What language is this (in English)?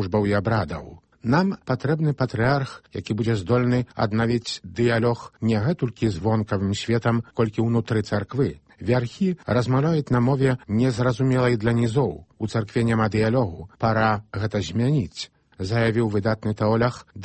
Belarusian